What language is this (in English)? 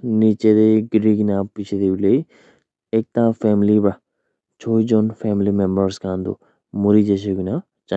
Naga Pidgin